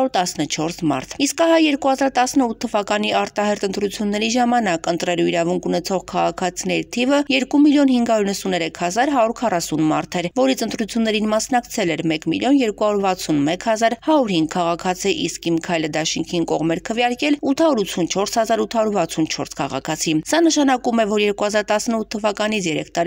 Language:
Armenian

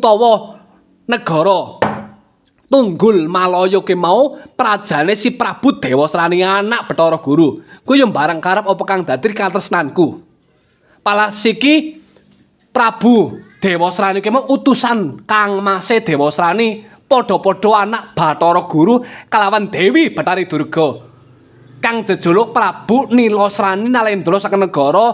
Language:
Javanese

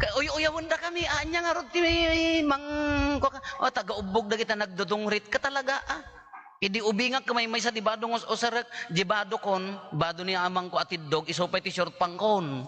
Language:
Iloko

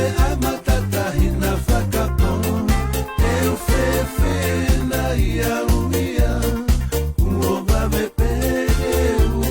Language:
Tongan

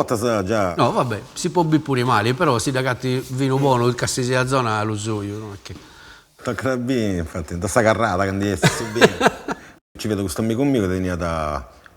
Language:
Sardinian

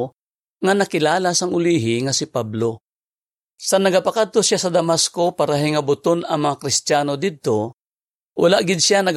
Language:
Hiligaynon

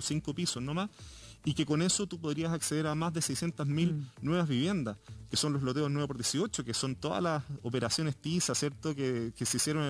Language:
Spanish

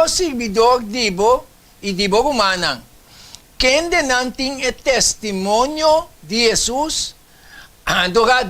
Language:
Papiamento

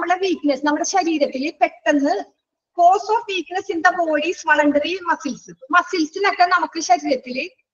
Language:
Malayalam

